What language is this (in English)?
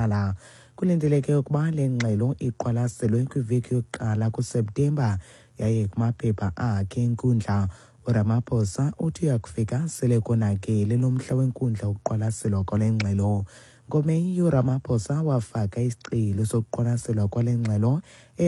Xhosa